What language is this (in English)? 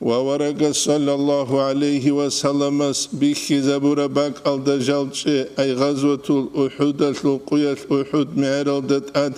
Avaric